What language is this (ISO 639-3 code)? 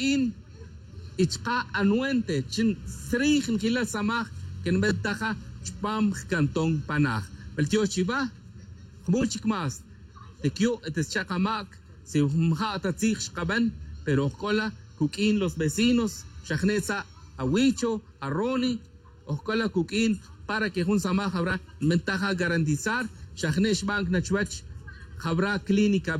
tzj